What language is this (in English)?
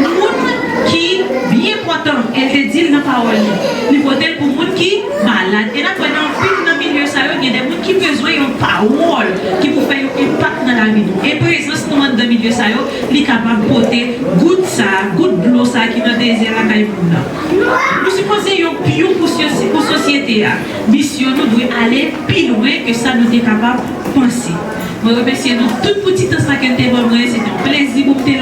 Haitian Creole